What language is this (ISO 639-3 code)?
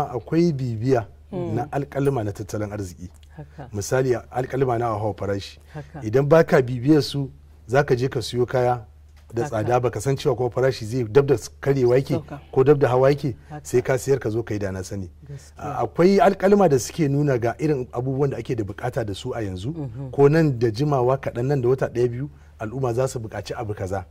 hau